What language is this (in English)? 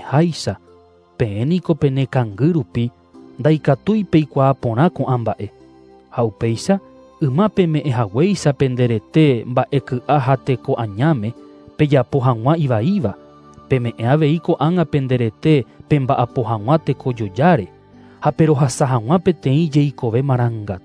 Guarani